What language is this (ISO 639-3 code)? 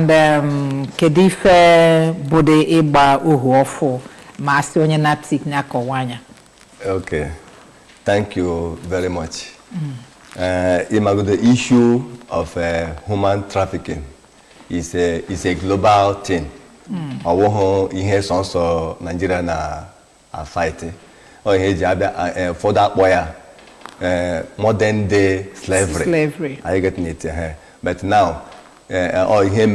ibo